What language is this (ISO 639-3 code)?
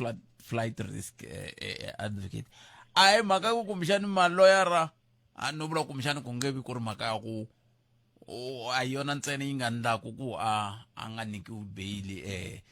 tso